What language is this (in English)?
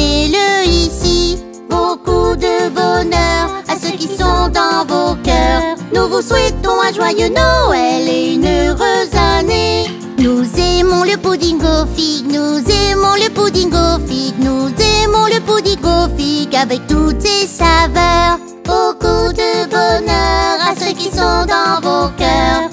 French